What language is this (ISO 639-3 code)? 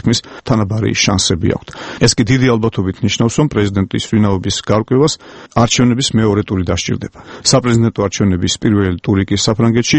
kat